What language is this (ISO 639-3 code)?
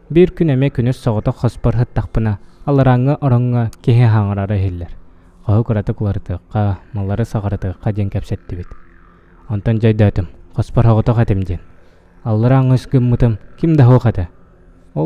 sah